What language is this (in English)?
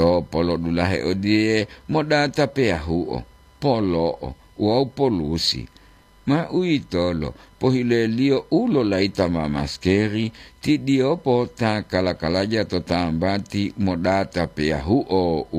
Gorontalo